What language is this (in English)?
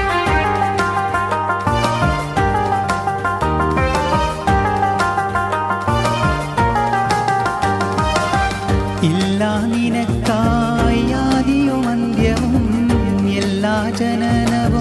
Malayalam